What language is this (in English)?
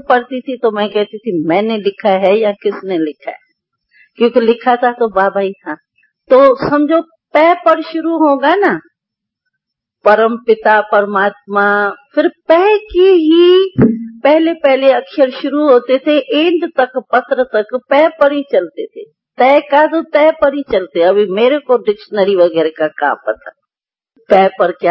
Hindi